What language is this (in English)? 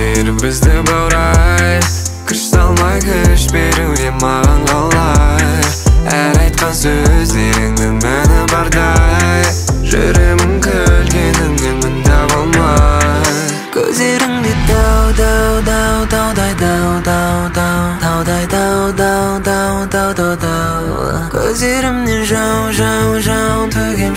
Kazakh